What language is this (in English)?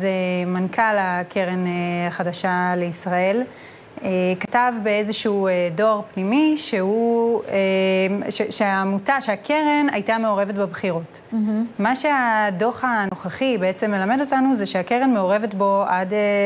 Hebrew